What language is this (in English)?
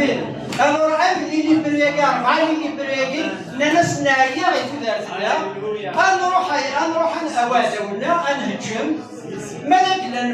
Kabyle